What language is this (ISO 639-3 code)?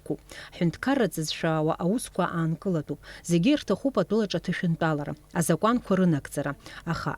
abk